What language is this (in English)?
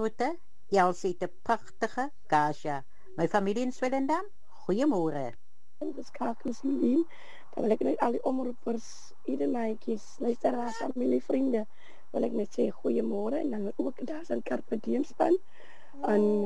Afrikaans